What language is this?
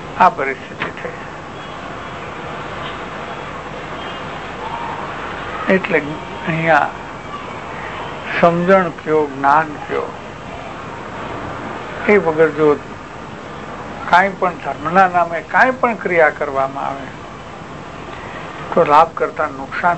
Gujarati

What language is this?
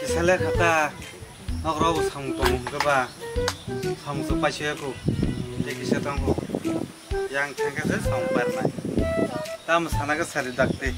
Kok Borok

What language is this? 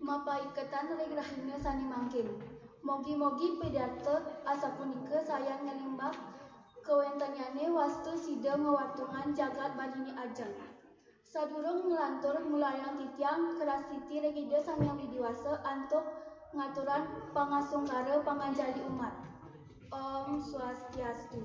Balinese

